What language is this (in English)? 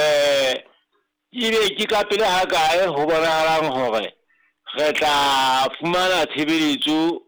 Southern Sotho